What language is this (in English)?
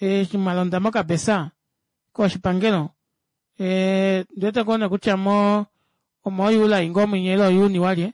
Kuanyama